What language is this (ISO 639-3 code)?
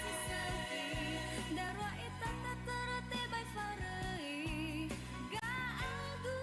nia